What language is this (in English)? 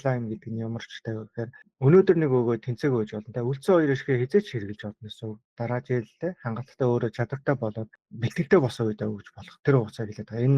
Mongolian